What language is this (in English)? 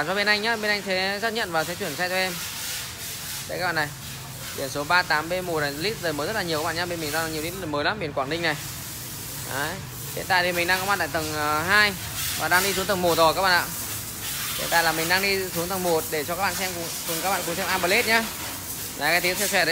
Vietnamese